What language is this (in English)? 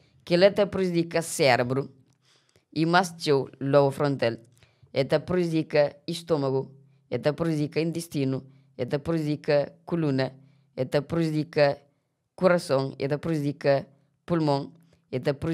Kabuverdianu